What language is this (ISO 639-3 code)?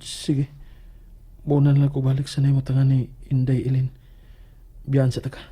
ceb